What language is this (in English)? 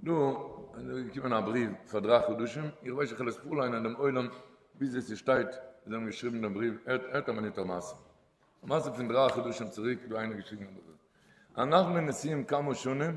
Yiddish